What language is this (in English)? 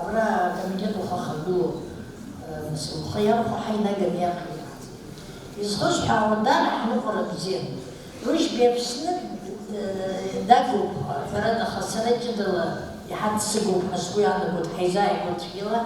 Abkhazian